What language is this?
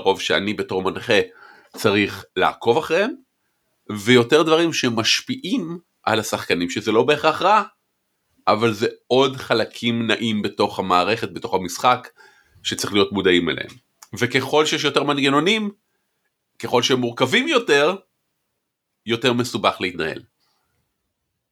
Hebrew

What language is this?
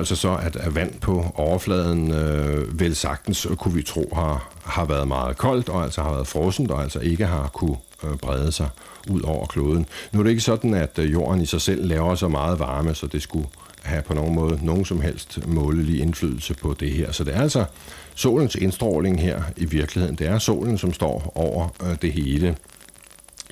Danish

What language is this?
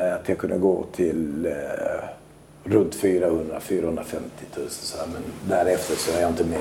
Swedish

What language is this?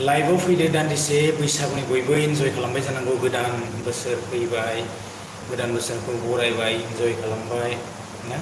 Bodo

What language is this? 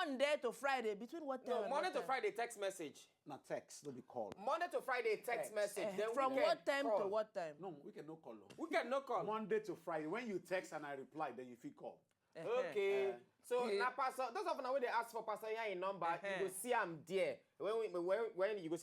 Nigerian Pidgin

